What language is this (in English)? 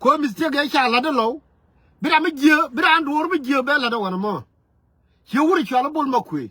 Nuer